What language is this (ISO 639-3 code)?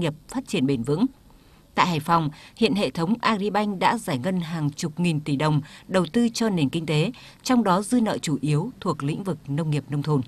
vie